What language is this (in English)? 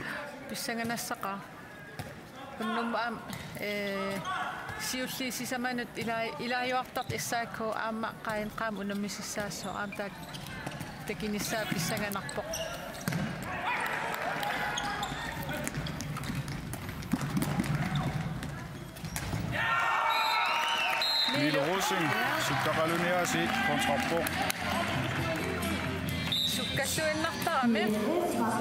Kalaallisut